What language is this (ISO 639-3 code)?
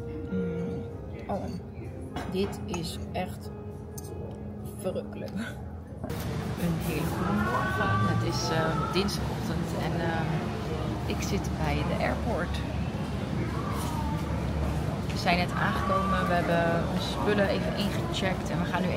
nld